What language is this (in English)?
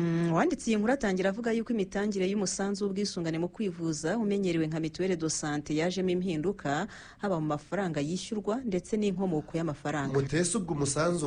Kinyarwanda